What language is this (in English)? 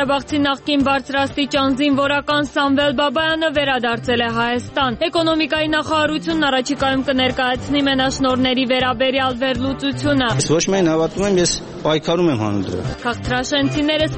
Armenian